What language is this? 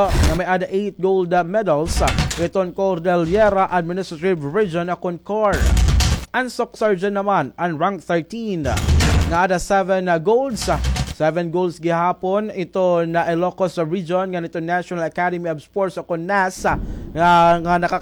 Waray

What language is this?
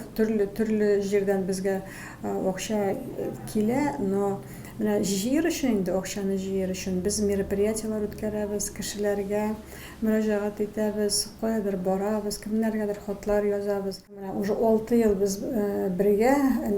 Tatar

